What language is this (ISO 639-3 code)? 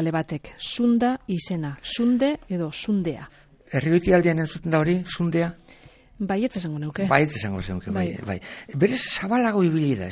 eus